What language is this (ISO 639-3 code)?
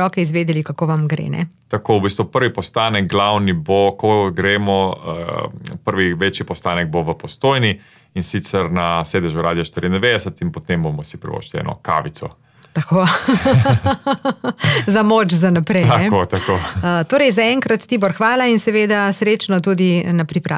slv